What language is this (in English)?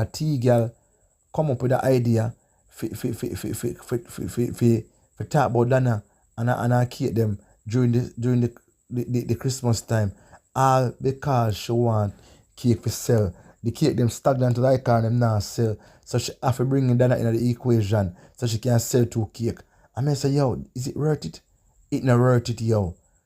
Jamaican Creole English